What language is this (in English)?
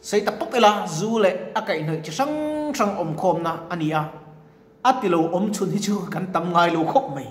Mizo